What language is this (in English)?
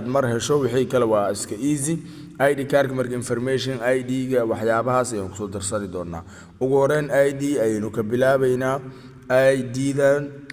Somali